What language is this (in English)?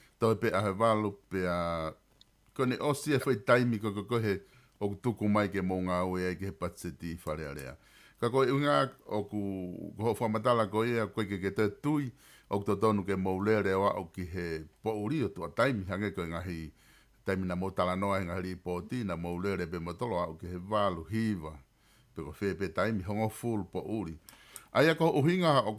Tongan